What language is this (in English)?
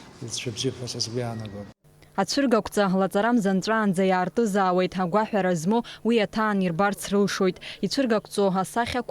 Abkhazian